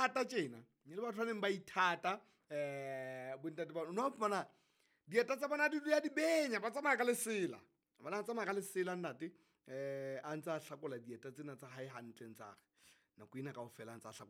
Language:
Southern Sotho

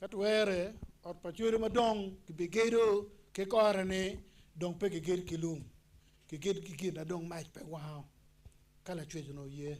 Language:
Acoli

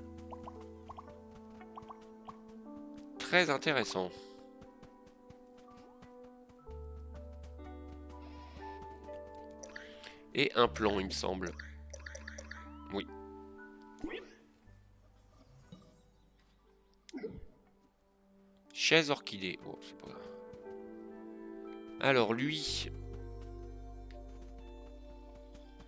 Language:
French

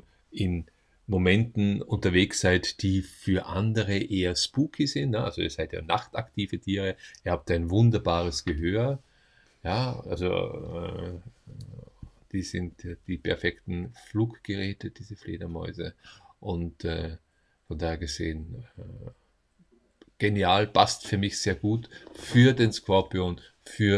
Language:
German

